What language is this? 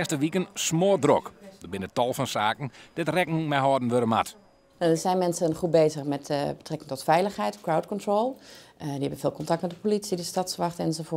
Western Frisian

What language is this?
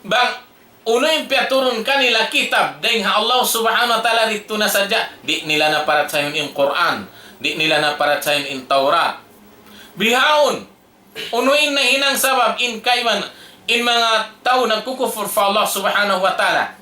Tausug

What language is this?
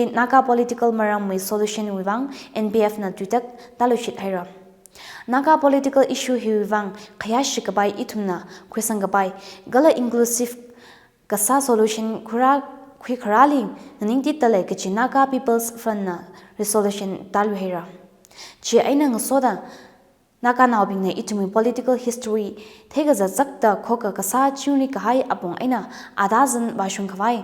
Tangkhul Naga (India)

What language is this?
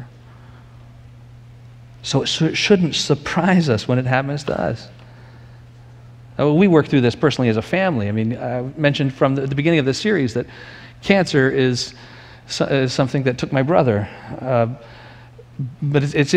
English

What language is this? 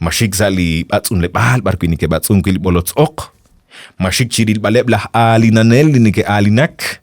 Kekchí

